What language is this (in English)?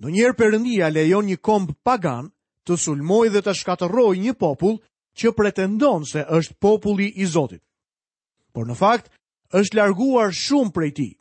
Albanian